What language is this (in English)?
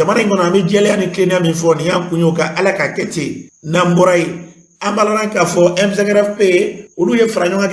Bambara